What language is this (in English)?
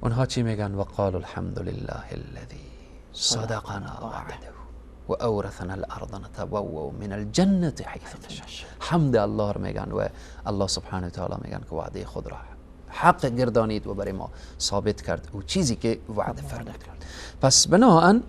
Persian